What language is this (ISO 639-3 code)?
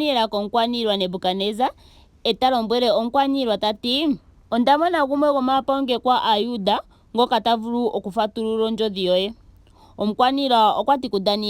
ndo